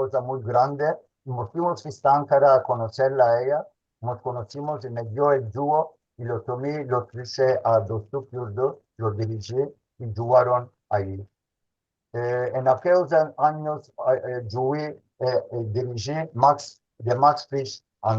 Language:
Ladino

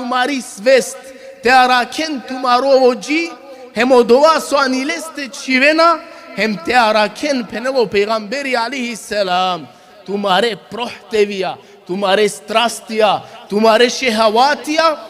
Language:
Balkan Romani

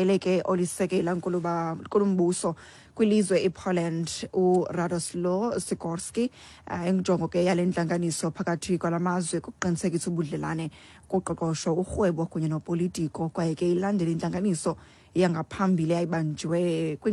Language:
Xhosa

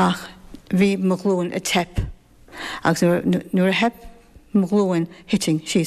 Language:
Irish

